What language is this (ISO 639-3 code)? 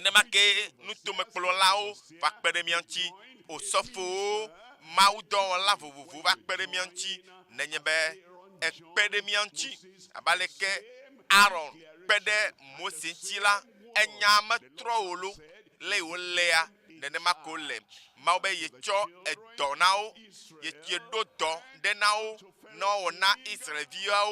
ewe